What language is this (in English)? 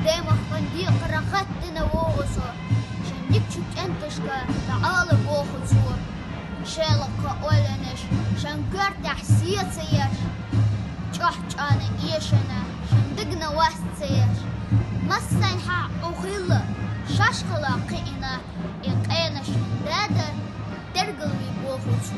Chechen